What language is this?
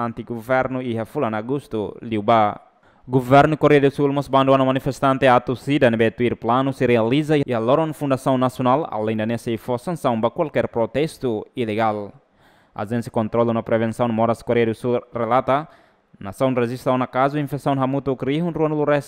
Tetum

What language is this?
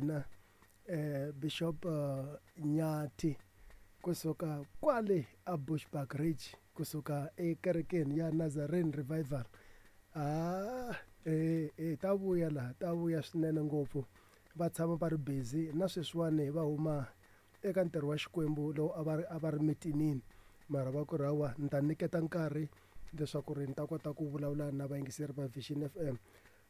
Tsonga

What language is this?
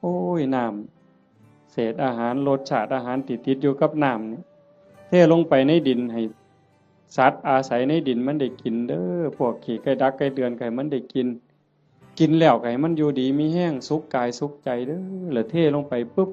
Northeastern Thai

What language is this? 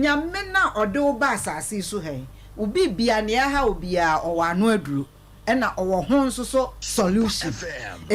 Akan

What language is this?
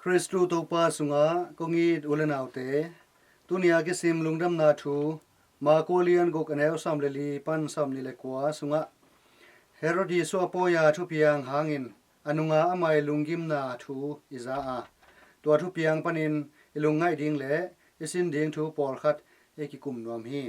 Tedim Chin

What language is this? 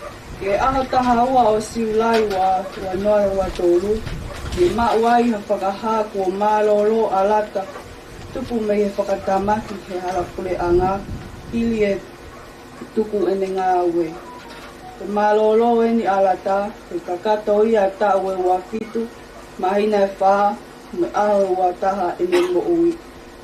Tongan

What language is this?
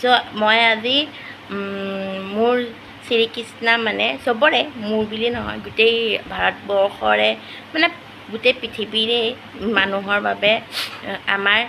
Assamese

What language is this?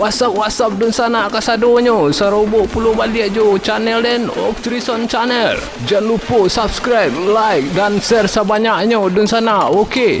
Minangkabau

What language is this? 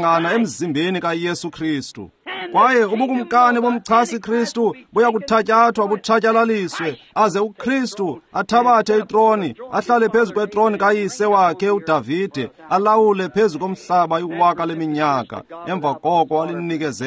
Xhosa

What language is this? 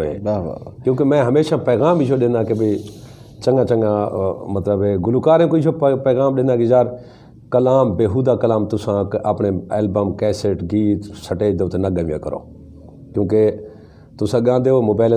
Saraiki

